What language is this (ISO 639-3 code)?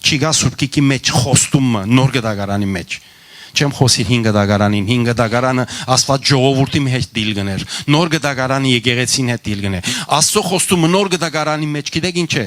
hyw